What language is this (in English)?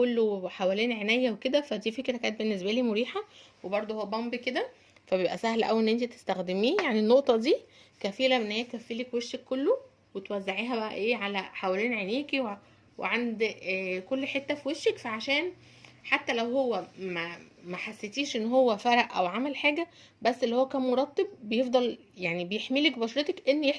Egyptian Arabic